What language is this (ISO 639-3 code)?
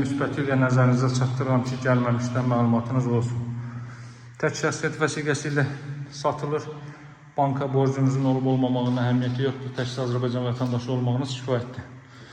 aze